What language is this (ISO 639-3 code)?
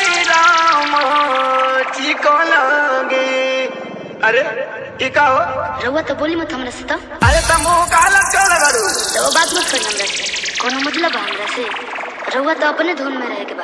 bho